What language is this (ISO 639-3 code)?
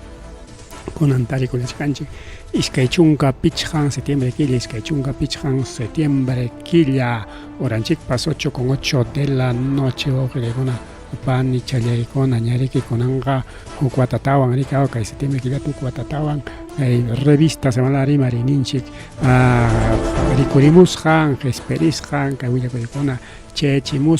quy